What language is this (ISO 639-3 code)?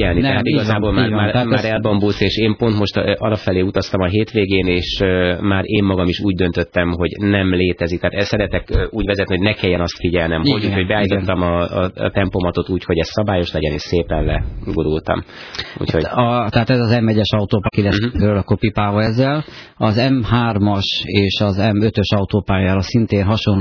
hun